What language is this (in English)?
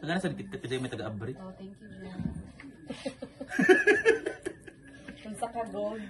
Cebuano